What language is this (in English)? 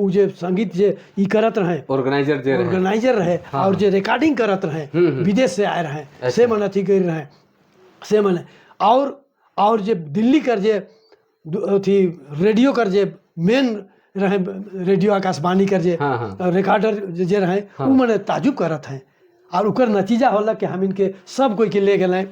Sadri